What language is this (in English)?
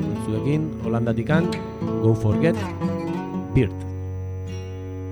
Basque